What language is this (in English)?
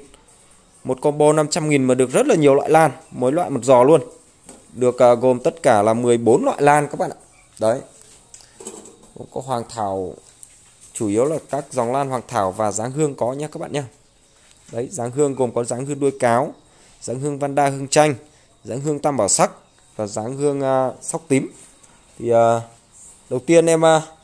Vietnamese